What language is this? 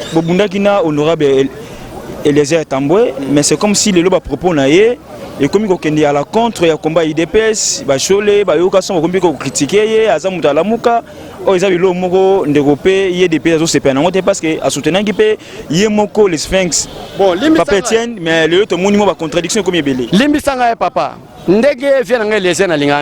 Lingala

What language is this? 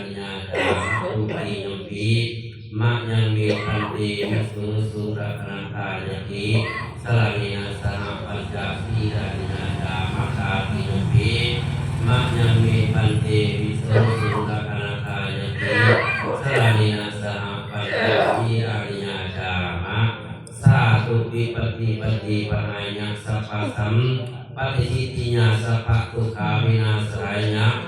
Pali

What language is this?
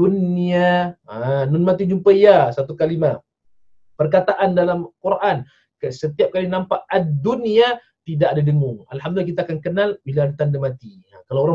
Malay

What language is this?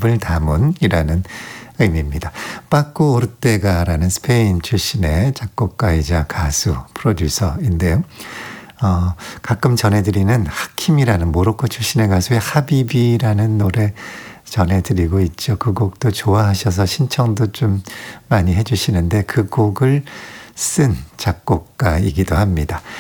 Korean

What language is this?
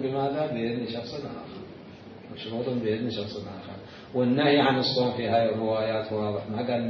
Mesopotamian Arabic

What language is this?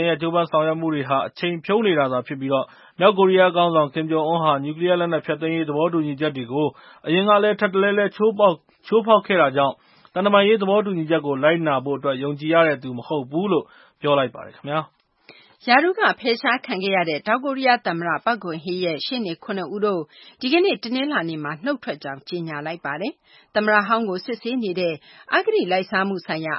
Burmese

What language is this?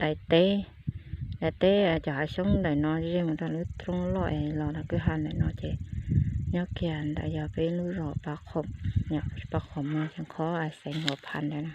Hmong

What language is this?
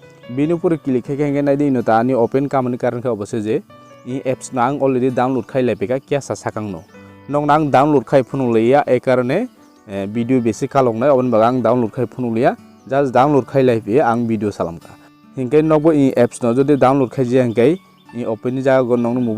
Kok Borok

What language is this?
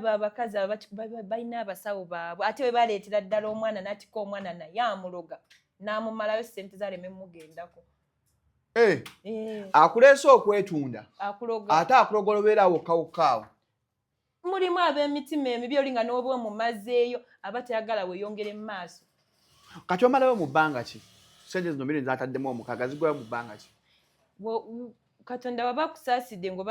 Ganda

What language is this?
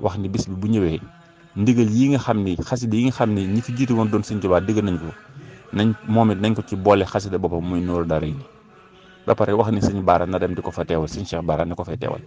Wolof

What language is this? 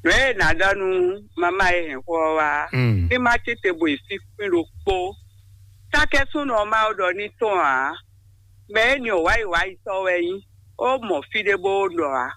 Fon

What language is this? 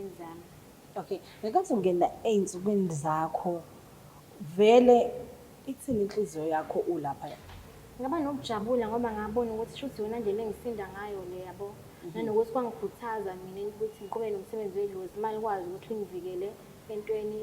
Zulu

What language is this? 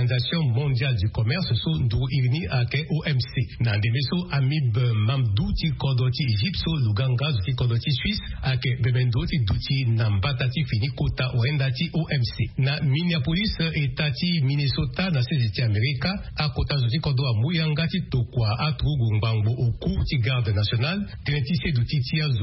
Sango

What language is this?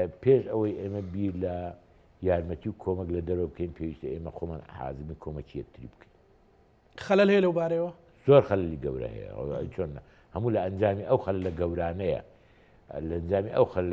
Central Kurdish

